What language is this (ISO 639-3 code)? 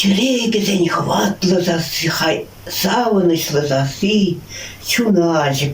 chv